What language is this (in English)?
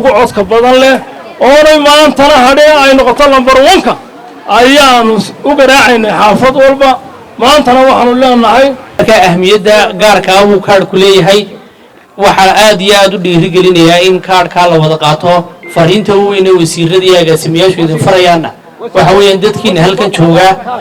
Somali